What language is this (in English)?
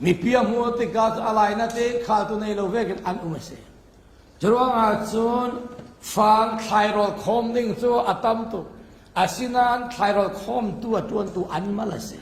Falam Chin